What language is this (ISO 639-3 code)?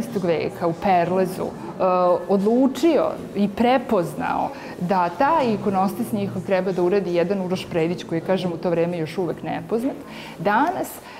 srp